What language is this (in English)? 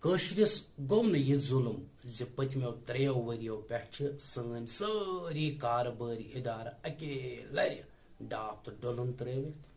Kashmiri